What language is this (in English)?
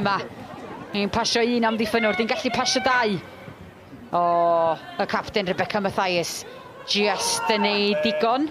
Welsh